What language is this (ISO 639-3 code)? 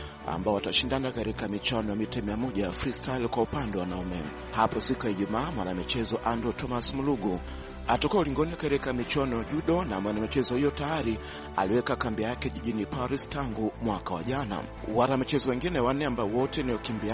swa